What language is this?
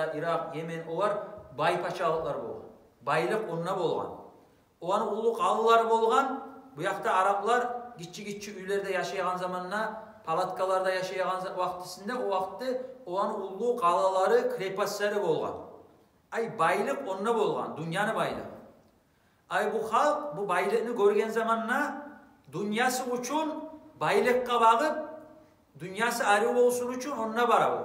Kumyk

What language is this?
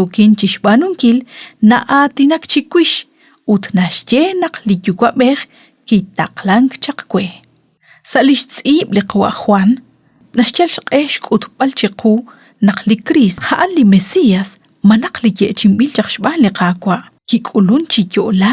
Kekchí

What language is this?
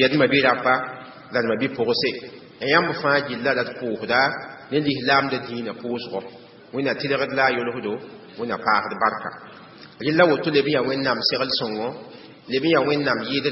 Mossi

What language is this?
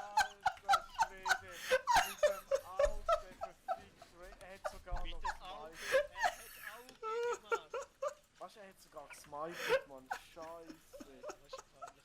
Swiss German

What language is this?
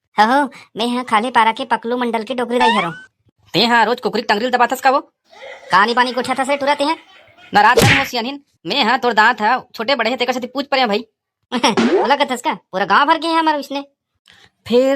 Chhattisgarhi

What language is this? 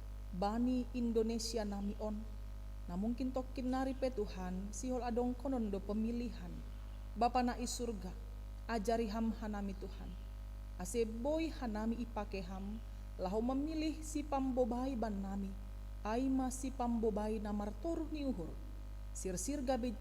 Batak Simalungun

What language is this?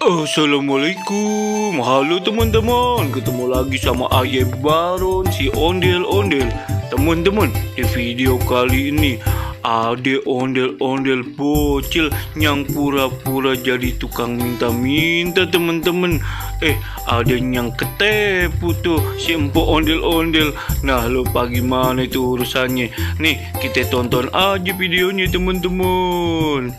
Betawi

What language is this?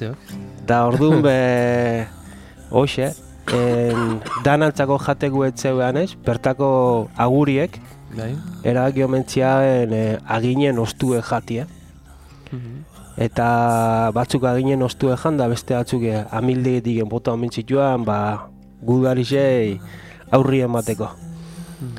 Basque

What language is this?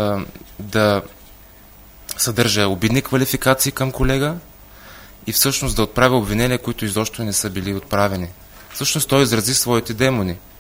Bulgarian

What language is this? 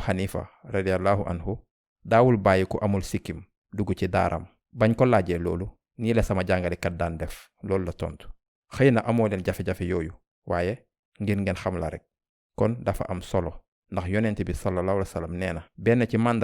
Wolof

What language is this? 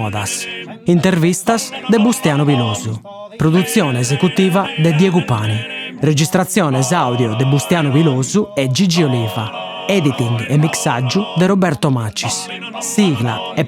Sardinian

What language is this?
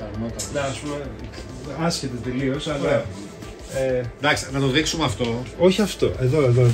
Greek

